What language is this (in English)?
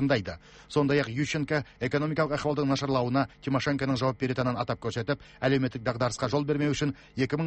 Kazakh